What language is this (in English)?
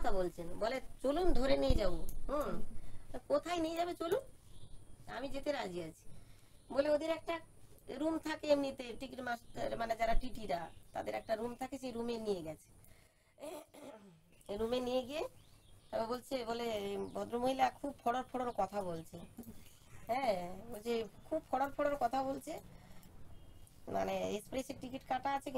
Bangla